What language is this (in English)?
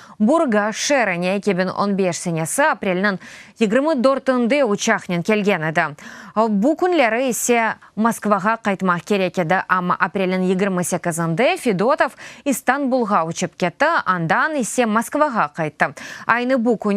Crimean Tatar